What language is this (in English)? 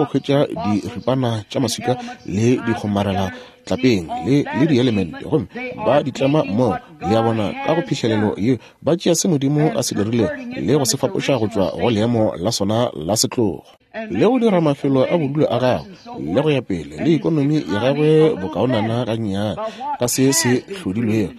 Northern Sotho